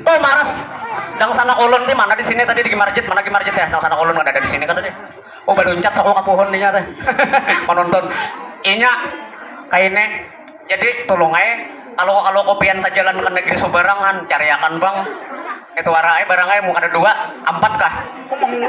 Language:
Banjar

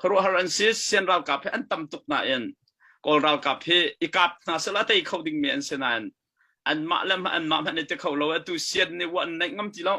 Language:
Hakha Chin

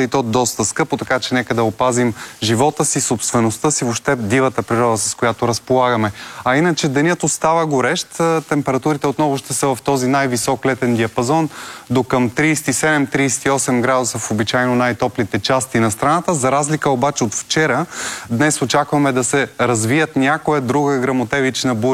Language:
Bulgarian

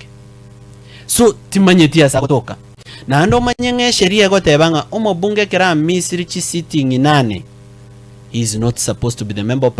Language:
Gusii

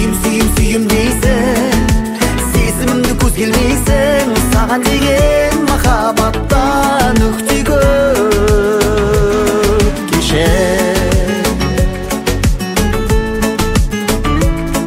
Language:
Kazakh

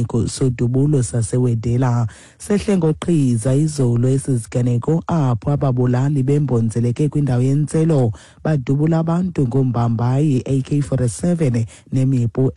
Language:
Xhosa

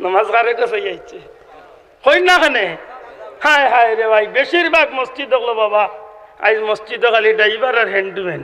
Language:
Sylheti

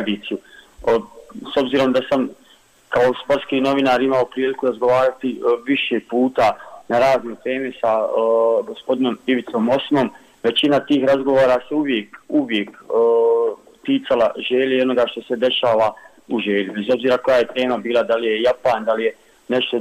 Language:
Bosnian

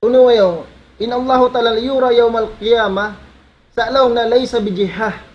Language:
Tausug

